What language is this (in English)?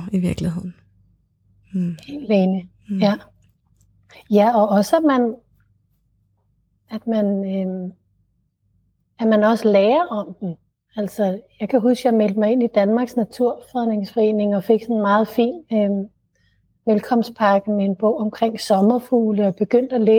Danish